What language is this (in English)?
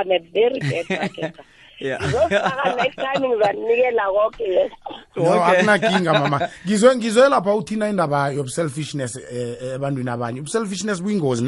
South Ndebele